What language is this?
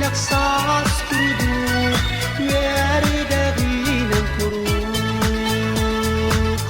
Yakut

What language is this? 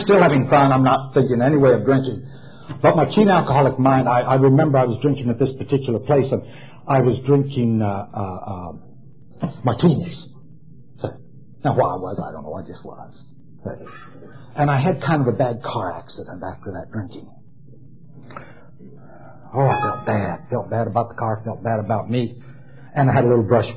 English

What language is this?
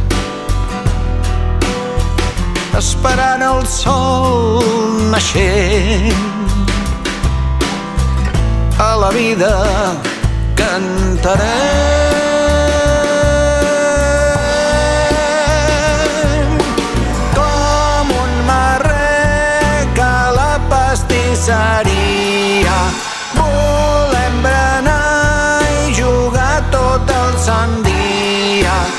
Catalan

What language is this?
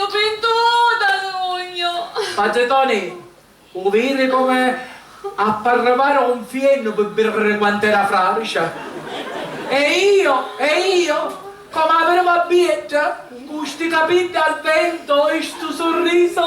Sicilian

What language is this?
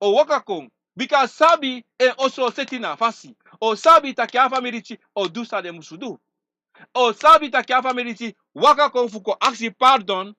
Sranan Tongo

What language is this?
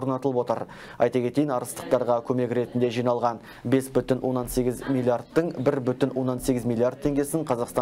Kazakh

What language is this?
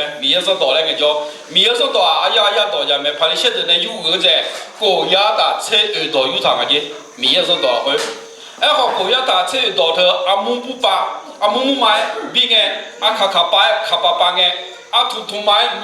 Akha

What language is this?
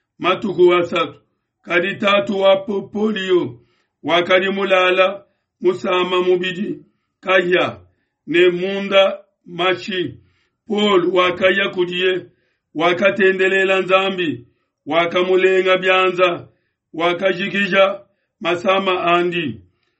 Luba-Lulua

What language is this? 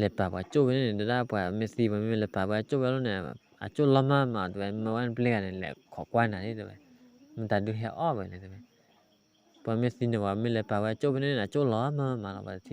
S'gaw Karen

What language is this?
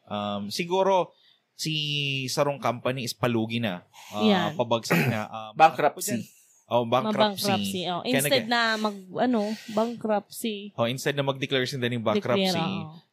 Bikol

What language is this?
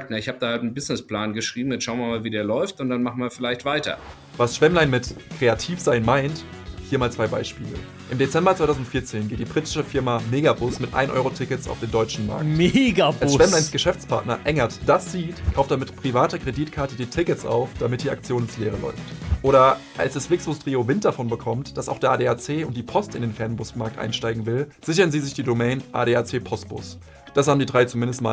Swiss German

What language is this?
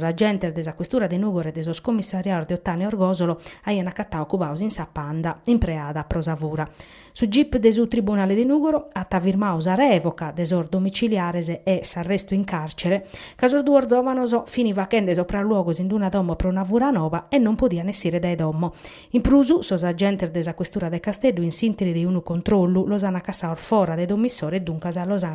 Sardinian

